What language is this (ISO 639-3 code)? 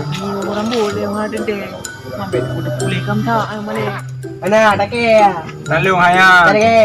ace